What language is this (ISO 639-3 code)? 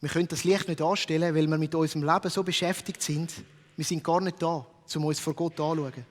gsw